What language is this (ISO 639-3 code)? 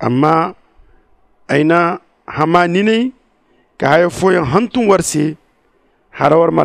dje